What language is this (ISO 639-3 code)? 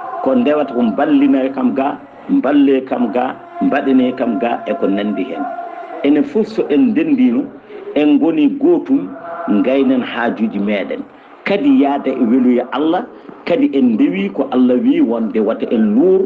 ful